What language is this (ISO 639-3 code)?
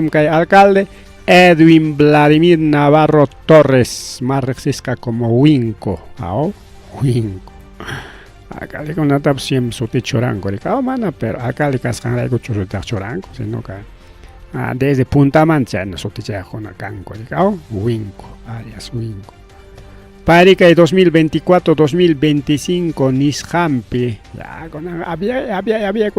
quy